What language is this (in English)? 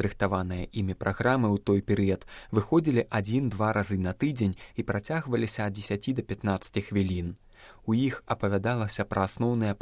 Belarusian